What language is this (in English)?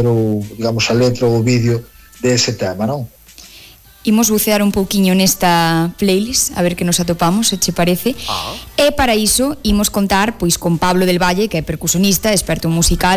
Galician